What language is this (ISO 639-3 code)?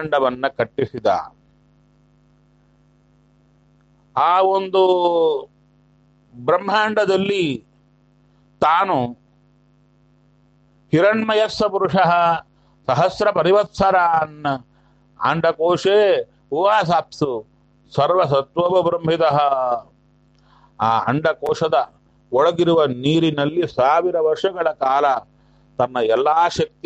kan